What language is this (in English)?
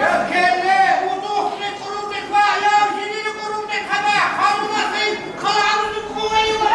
Tabassaran